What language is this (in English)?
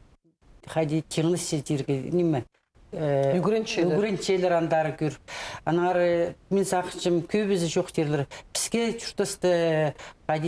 Khakas